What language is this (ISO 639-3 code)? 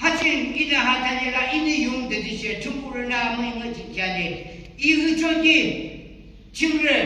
yim